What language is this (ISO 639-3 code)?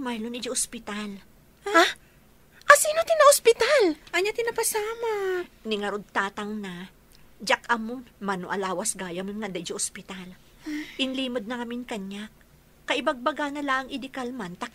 ilo